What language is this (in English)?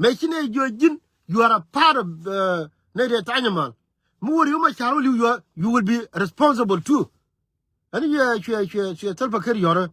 Nuer